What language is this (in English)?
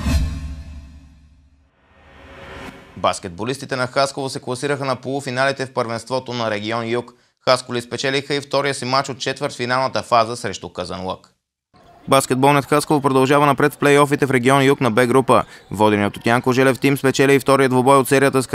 Bulgarian